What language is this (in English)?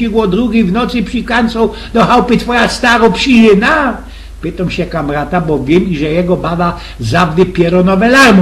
Silesian